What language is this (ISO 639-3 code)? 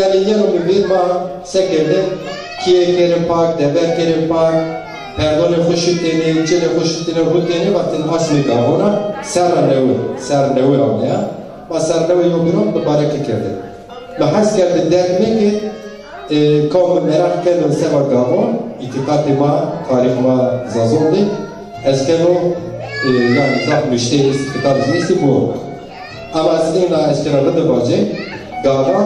zza